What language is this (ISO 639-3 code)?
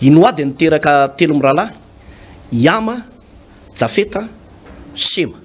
mlg